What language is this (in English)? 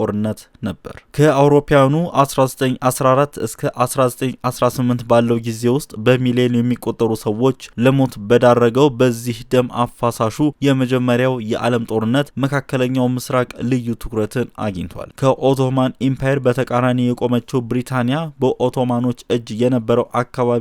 Amharic